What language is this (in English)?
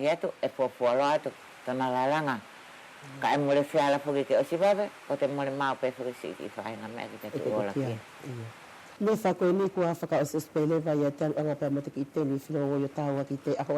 Wallisian